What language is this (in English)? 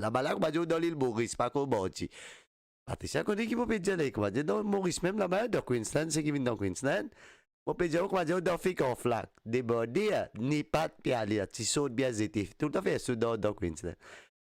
Morisyen